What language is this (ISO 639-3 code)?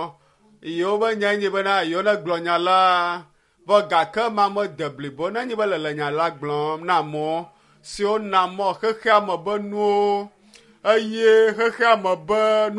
ewe